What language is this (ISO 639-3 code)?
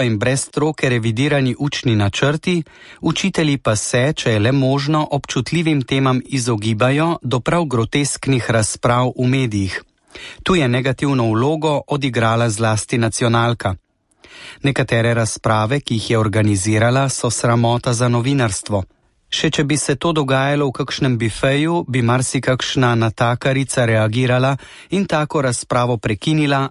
slv